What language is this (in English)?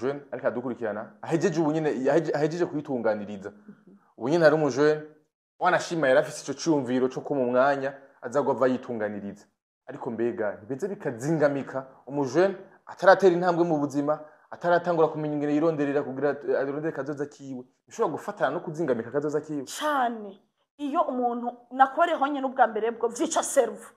Rundi